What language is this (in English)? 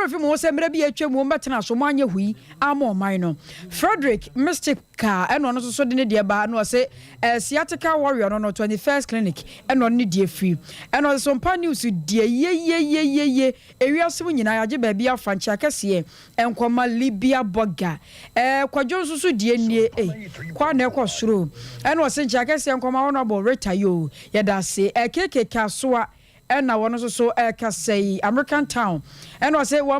Akan